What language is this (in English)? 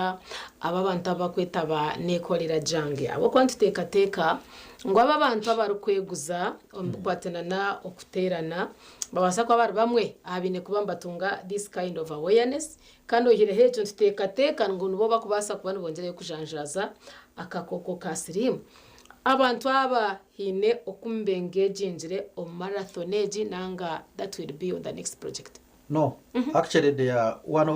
Nyankole